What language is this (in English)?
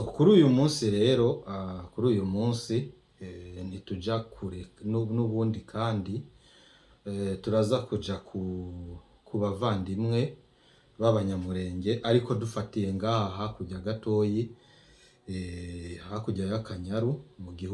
Rundi